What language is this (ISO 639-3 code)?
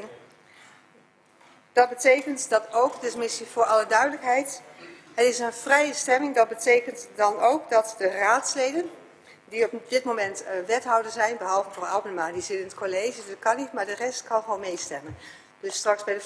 nld